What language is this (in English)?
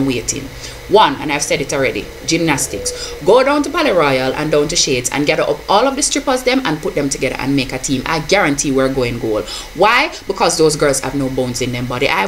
Jamaican Creole English